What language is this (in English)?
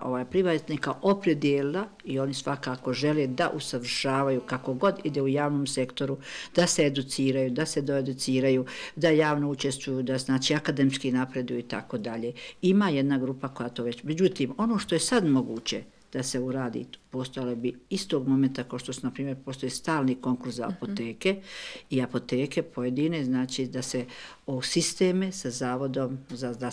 Bosnian